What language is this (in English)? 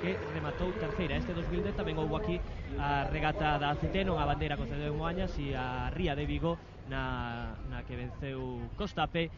Galician